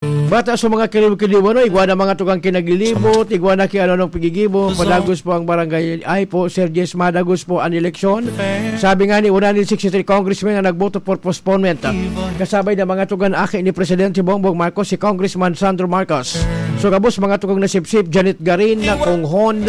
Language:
Bikol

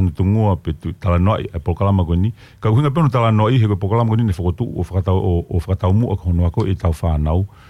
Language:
Tongan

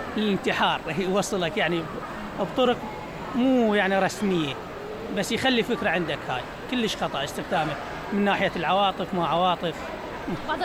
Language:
Mesopotamian Arabic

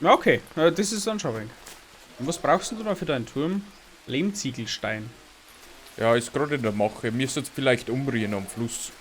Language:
Bavarian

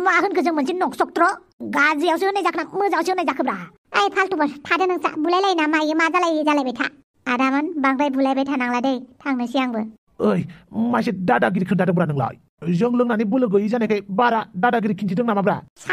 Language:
Bodo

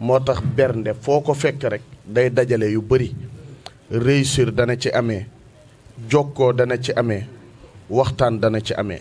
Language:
Wolof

